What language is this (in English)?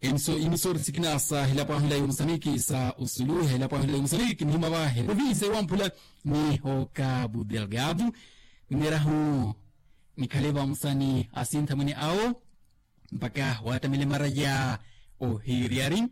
Makhuwa